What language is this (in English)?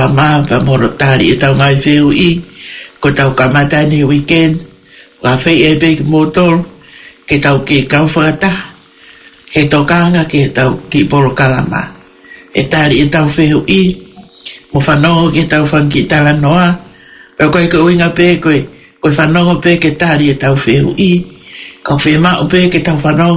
Tongan